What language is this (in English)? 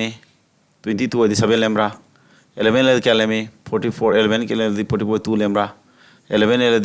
Manipuri